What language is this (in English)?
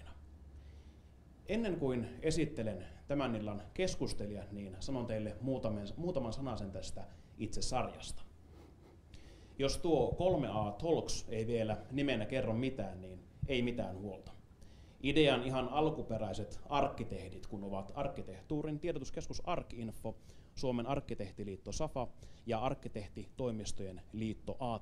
Finnish